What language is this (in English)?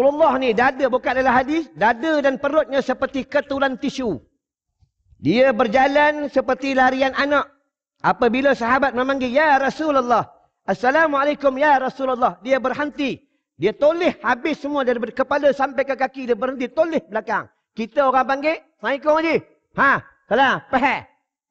Malay